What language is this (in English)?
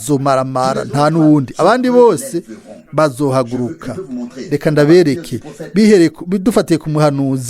Rundi